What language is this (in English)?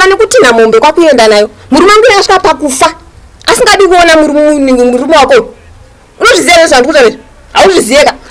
Shona